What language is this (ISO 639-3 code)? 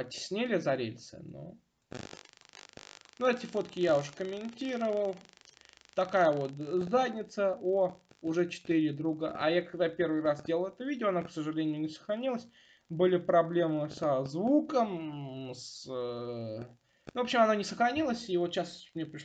rus